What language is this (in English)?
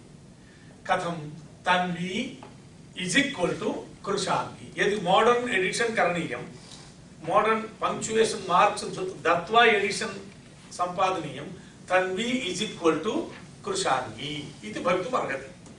Sanskrit